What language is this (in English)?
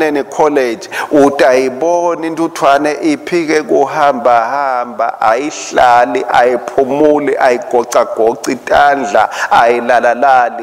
Swati